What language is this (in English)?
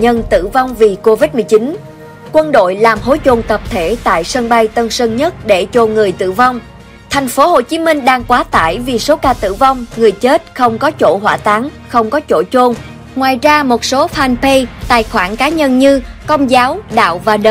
Vietnamese